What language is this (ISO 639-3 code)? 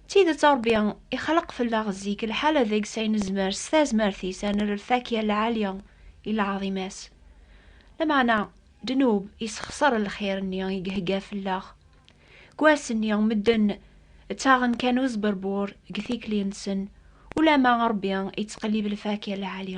kab